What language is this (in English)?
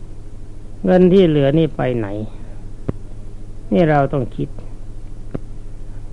Thai